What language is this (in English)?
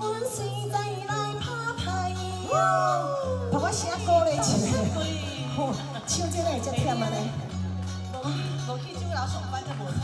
Min Nan Chinese